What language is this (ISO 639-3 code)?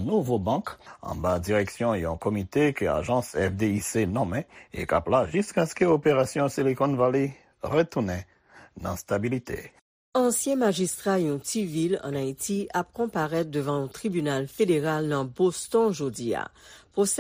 hat